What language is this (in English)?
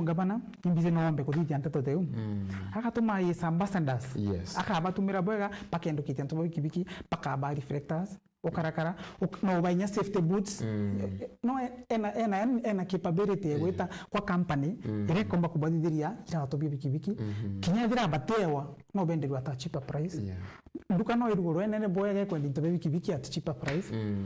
Meru